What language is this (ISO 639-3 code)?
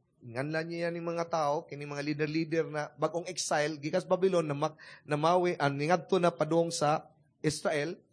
ceb